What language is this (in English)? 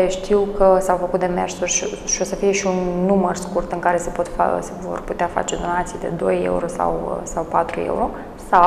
Romanian